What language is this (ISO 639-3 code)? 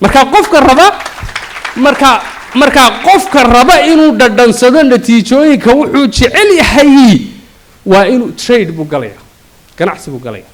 som